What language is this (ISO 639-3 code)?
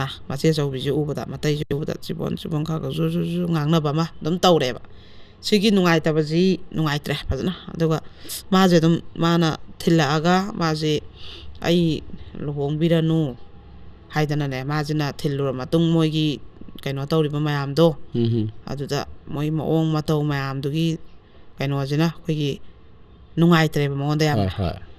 mni